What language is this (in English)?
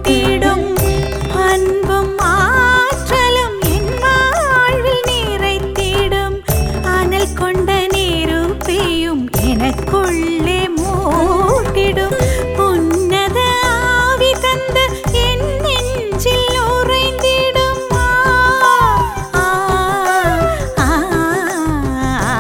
Tamil